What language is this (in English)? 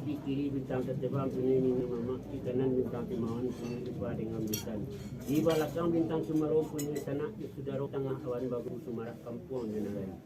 Minangkabau